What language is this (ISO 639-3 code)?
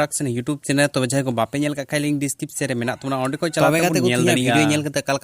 sat